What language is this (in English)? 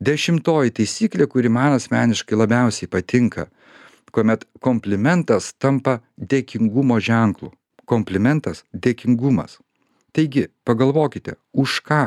Lithuanian